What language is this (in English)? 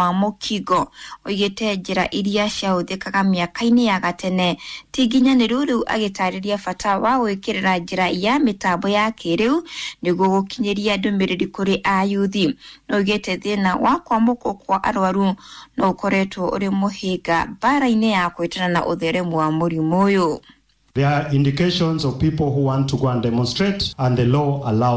Kikuyu